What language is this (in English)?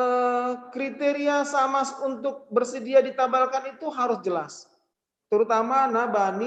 Batak Simalungun